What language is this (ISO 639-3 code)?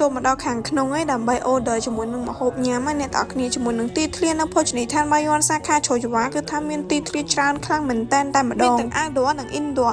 khm